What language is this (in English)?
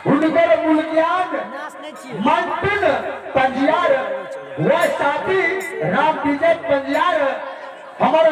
Maithili